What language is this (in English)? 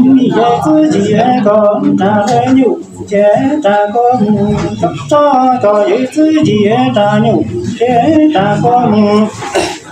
Hmong